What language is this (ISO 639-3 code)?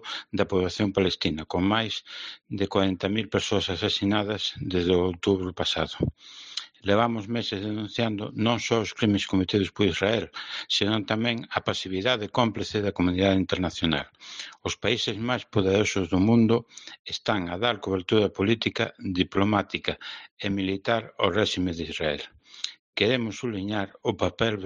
glg